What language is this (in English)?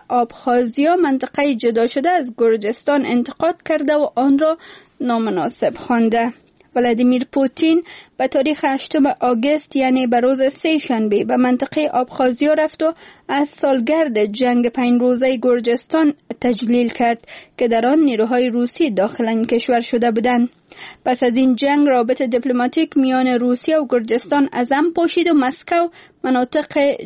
Persian